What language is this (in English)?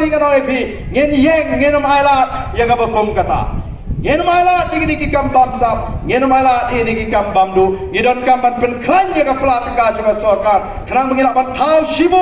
Khasi